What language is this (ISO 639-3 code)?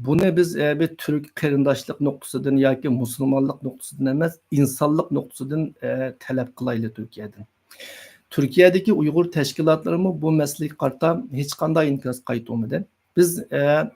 uig